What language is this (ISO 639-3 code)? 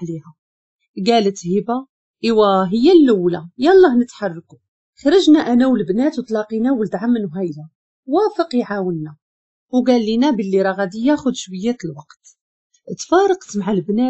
ary